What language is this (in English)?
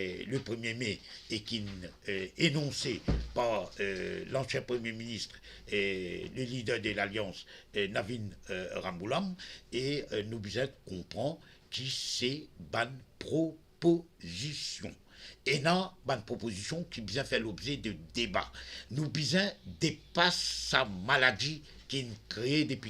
Morisyen